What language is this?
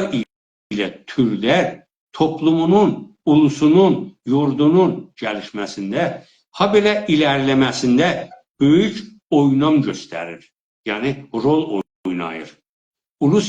South Azerbaijani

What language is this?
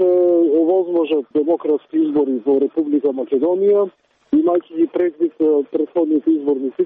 Macedonian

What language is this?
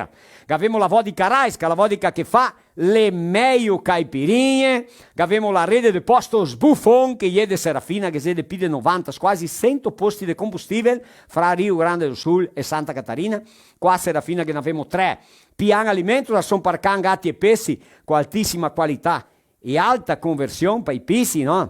Venetian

